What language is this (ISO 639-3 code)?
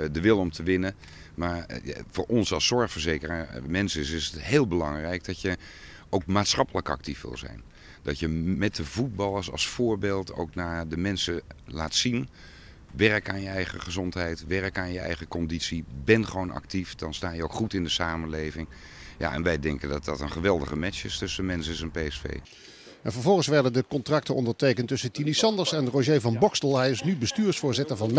nld